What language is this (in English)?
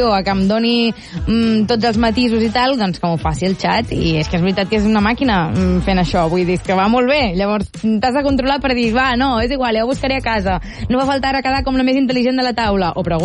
Catalan